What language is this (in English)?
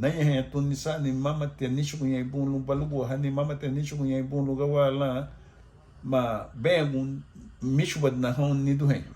Garifuna